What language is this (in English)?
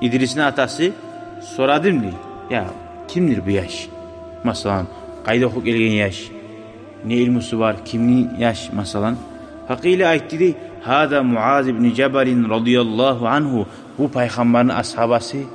Kumyk